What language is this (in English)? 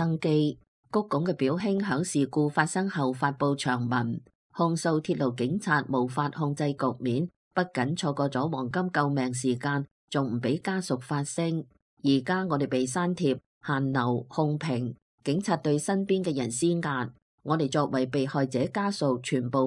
Cantonese